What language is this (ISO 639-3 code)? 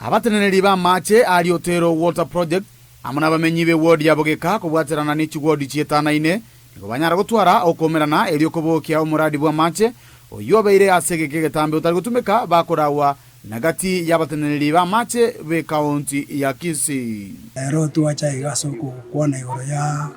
guz